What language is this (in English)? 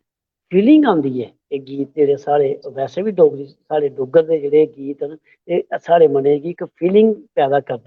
Dogri